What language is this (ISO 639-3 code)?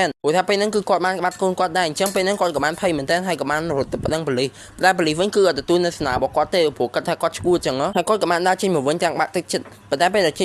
khm